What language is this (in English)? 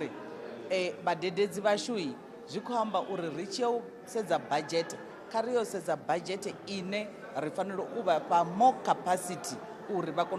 Venda